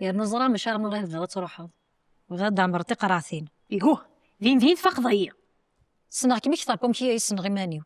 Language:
Kabyle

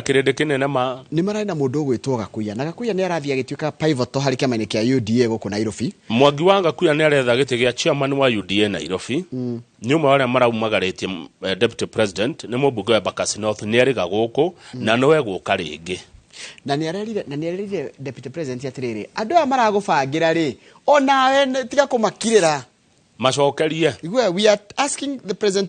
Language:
Kikuyu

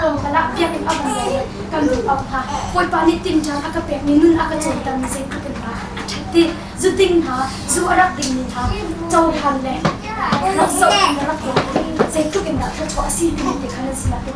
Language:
Hakha Chin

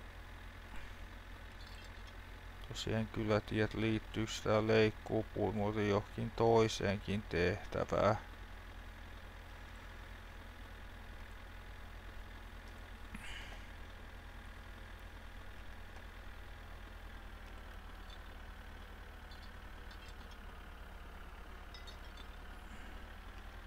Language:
Finnish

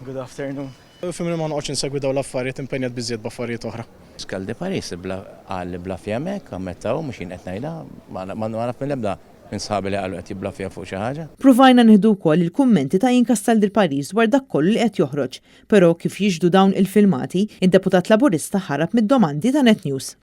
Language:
Maltese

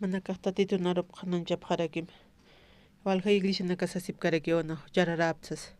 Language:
Aymara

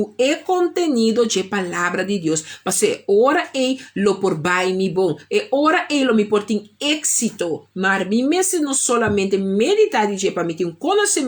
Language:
Papiamento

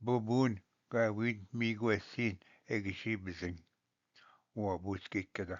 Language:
Ojibwa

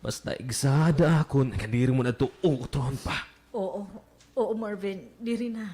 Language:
Waray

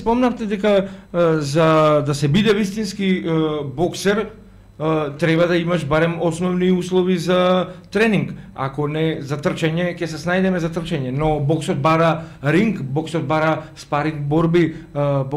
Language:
Macedonian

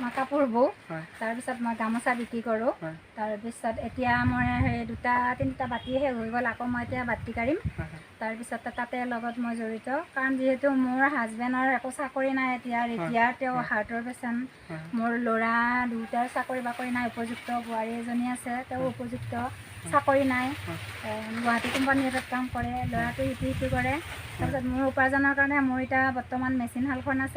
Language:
Assamese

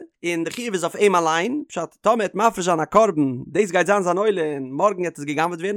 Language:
Yiddish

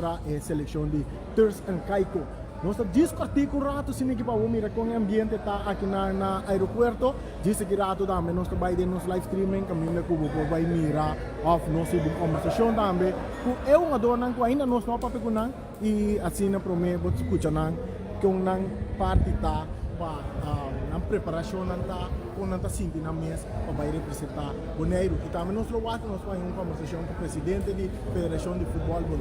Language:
Papiamento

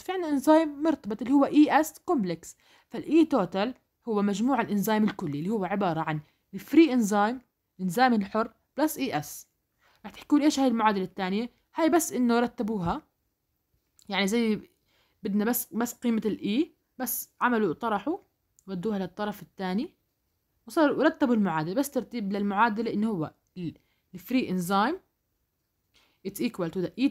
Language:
South Levantine Arabic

